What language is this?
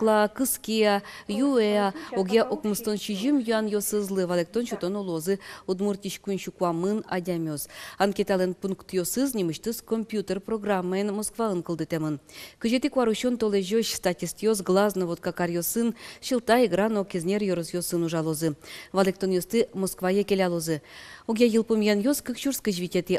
Udmurt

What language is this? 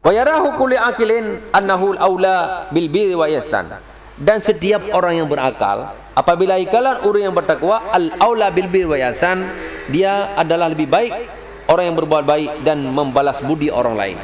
Achinese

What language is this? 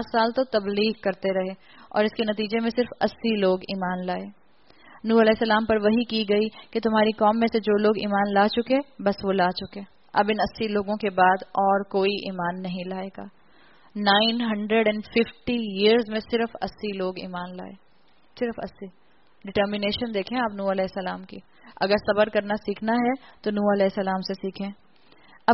Urdu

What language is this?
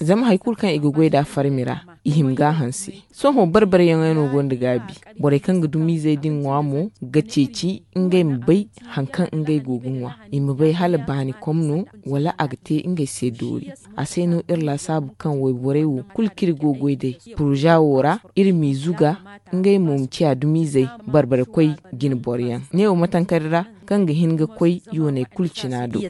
Zarma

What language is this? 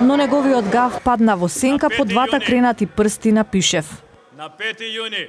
Macedonian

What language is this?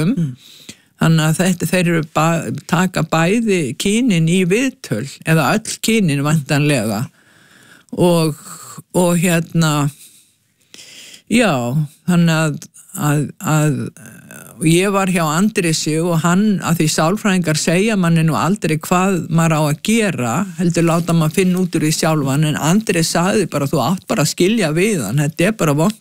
Icelandic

